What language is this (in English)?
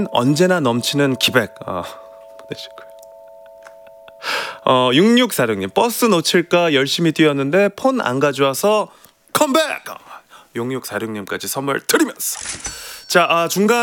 Korean